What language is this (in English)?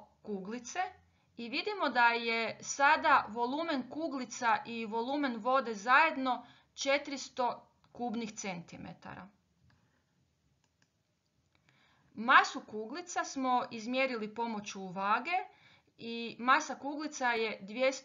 Croatian